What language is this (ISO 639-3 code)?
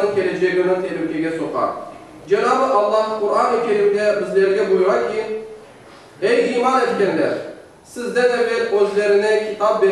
crh